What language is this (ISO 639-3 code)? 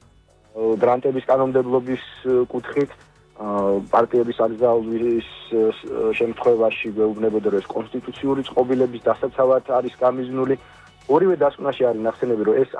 kat